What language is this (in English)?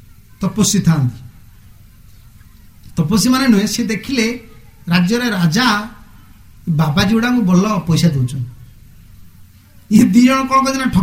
Odia